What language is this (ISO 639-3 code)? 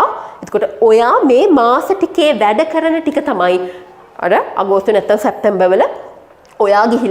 sin